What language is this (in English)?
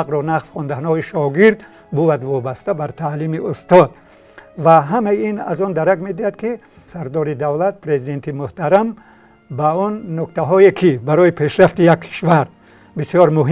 Tajik